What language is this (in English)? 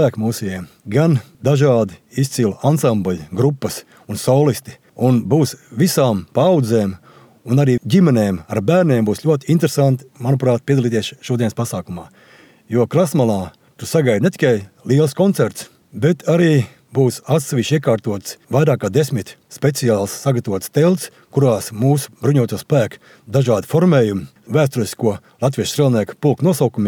Latvian